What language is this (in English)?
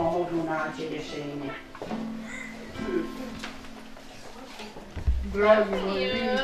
Croatian